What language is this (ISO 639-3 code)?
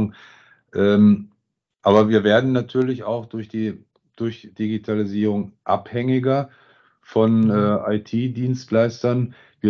deu